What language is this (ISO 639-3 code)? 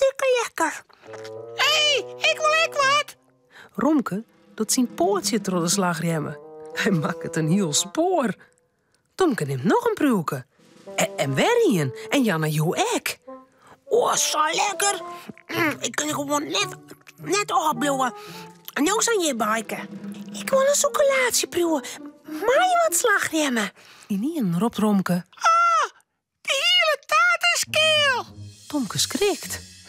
fry